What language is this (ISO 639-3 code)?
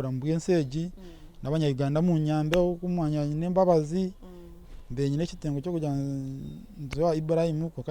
nyn